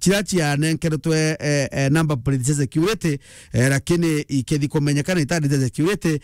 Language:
Meru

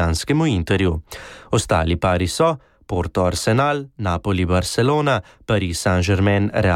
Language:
Slovenian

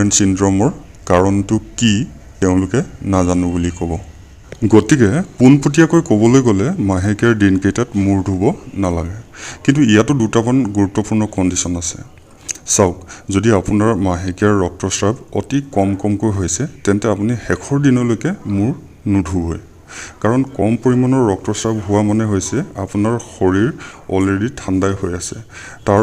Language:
Assamese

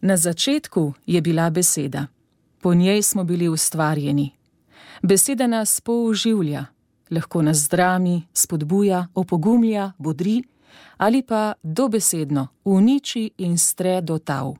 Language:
Slovenian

